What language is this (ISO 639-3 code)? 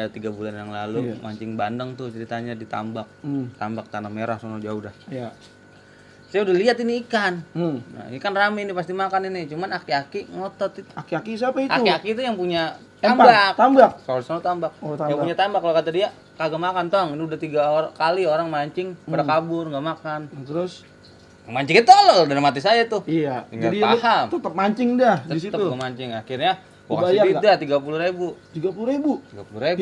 bew